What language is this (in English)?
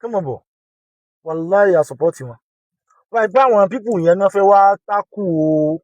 Yoruba